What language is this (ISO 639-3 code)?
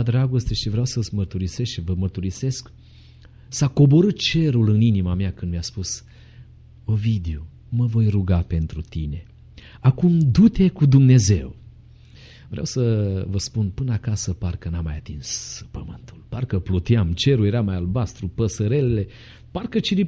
ron